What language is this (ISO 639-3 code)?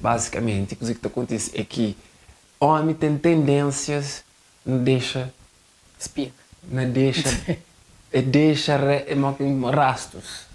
kea